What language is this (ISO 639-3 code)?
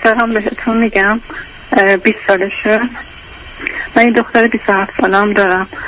fas